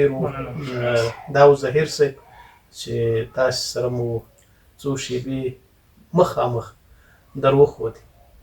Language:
Pashto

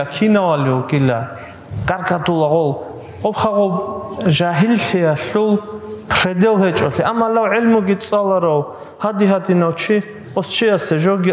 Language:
Avaric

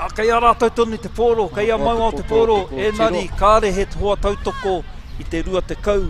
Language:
Māori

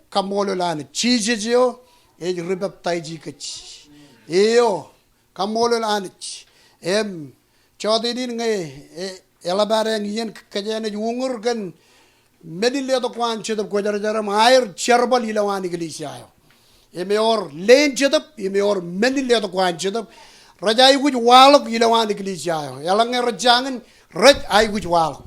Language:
Marshallese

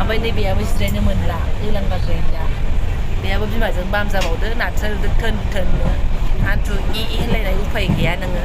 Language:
Bodo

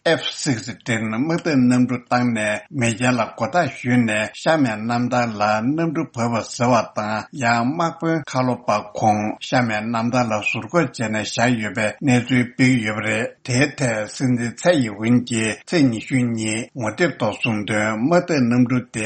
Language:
Tibetan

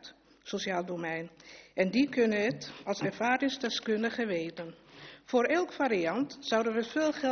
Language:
Dutch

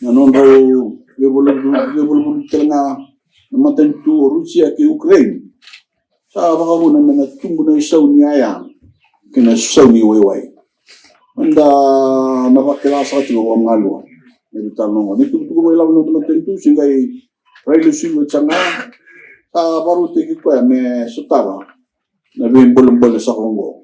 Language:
Fijian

